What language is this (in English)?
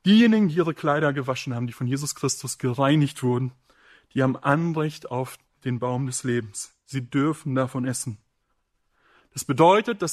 German